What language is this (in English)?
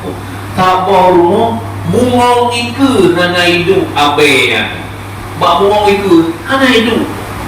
Achinese